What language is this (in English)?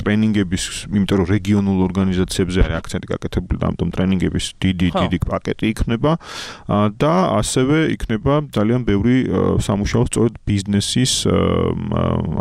Georgian